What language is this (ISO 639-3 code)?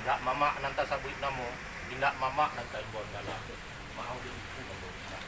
min